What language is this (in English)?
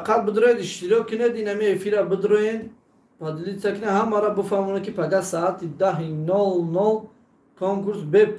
Tajik